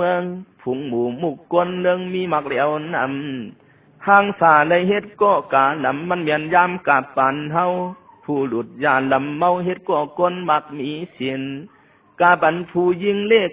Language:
Shan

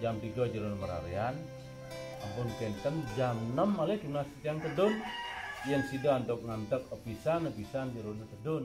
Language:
Balinese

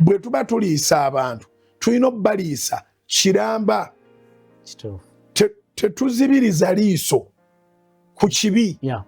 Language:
Ganda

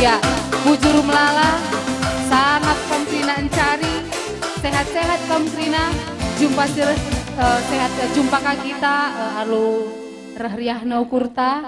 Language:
Batak Karo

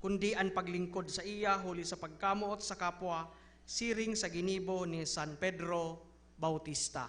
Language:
Bikol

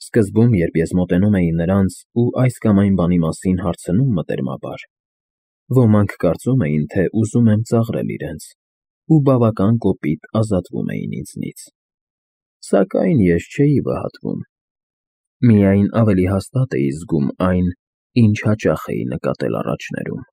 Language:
Armenian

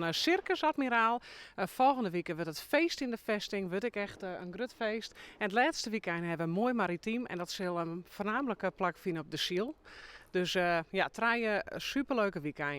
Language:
Western Frisian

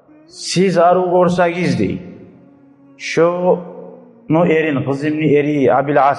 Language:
Kumyk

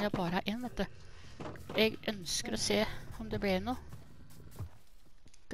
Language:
Norwegian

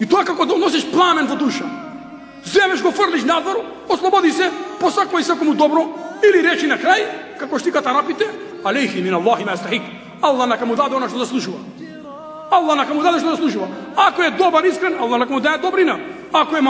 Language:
Macedonian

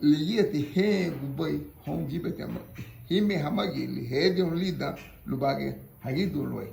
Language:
Garifuna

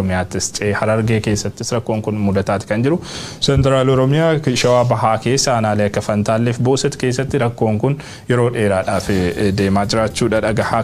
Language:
Oromo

